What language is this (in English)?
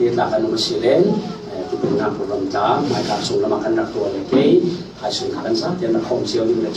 Falam Chin